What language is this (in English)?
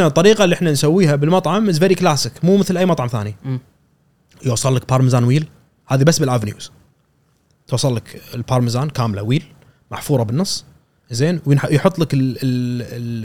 Gulf Arabic